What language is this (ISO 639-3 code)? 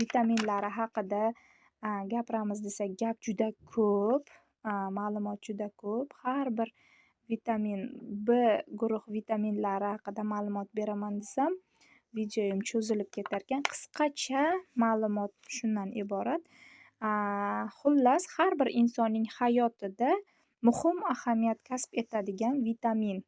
uzb